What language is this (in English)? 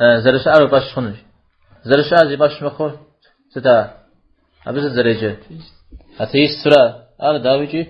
Kabardian